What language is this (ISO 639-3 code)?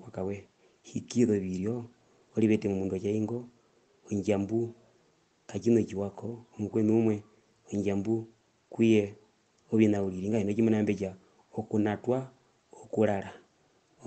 her